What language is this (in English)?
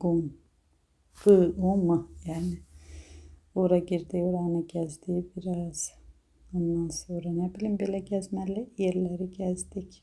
Azerbaijani